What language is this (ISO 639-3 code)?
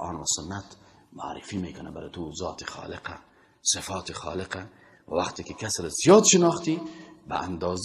fas